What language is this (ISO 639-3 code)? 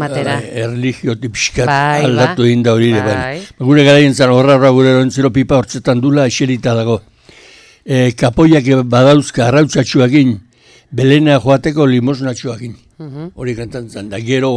eus